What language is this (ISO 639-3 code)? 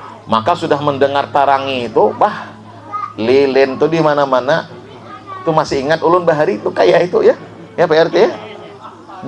bjn